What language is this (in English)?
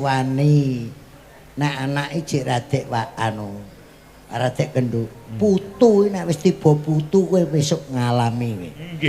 Javanese